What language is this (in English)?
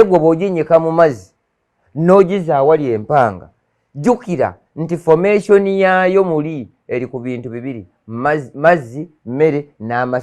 Ganda